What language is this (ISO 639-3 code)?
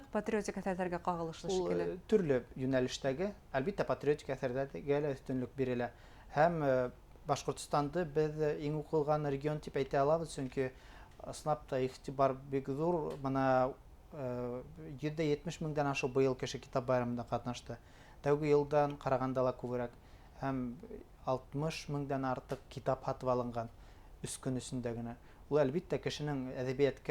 bak